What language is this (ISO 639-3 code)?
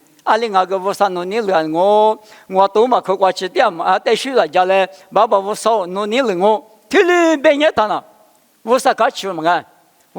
lis